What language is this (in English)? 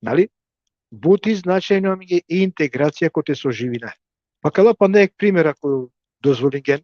Balkan Romani